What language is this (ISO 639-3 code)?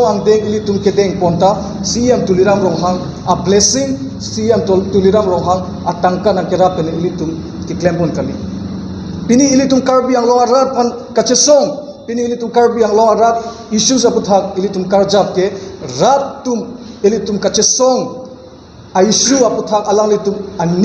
mjw